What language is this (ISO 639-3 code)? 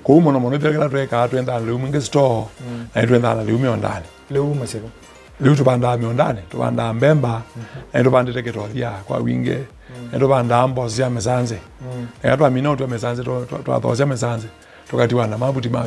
kam